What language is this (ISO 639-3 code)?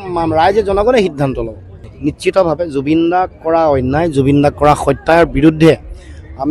asm